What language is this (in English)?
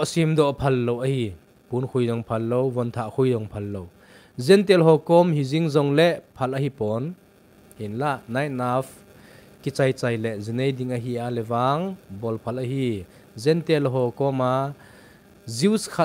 Thado Chin